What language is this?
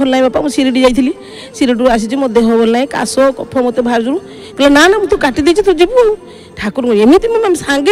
Odia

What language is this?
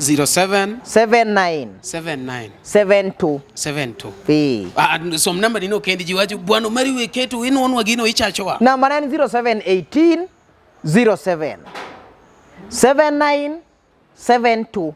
Luo (Kenya and Tanzania)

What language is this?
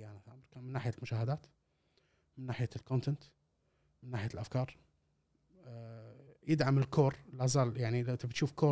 Gulf Arabic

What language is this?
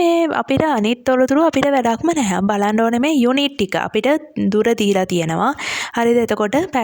Sinhala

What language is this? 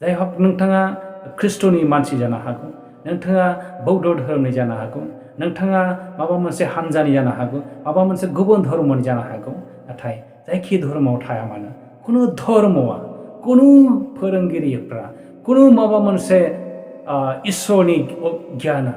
Bodo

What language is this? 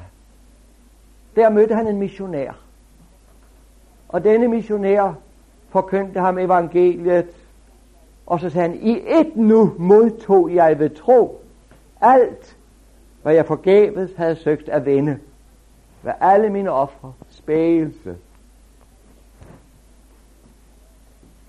Danish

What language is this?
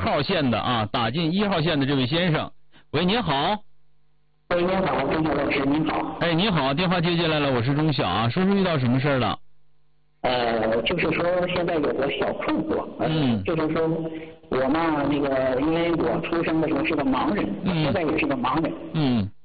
Chinese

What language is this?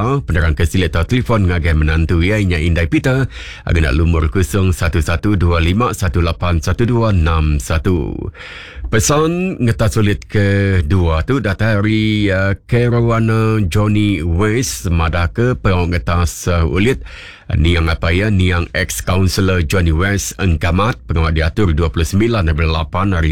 Iban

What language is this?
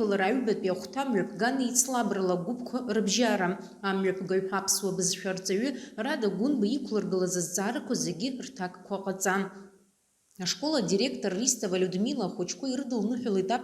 Abkhazian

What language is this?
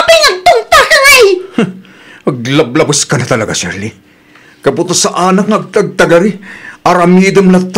Iloko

